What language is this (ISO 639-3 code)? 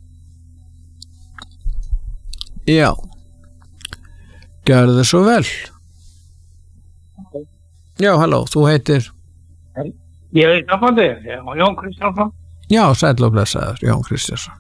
isl